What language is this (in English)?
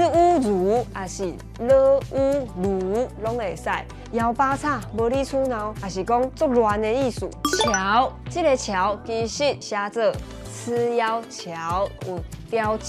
Min Nan Chinese